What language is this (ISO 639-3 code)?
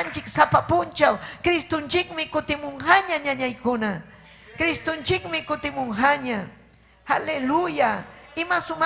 quy